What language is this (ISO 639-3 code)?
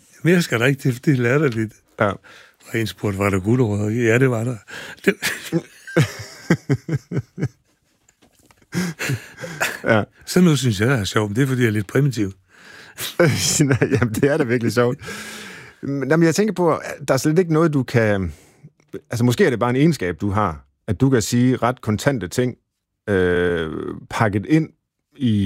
dan